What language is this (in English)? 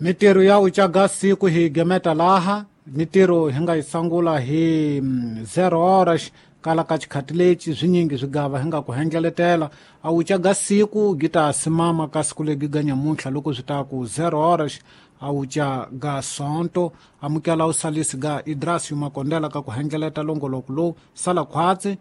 Tsonga